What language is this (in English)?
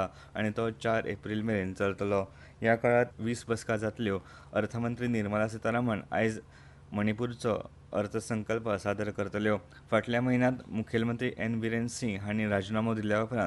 Konkani